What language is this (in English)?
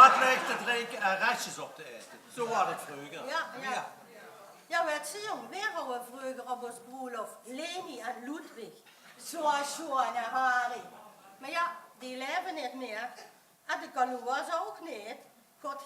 Limburgish